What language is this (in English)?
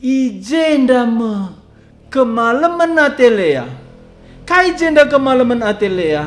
Batak Karo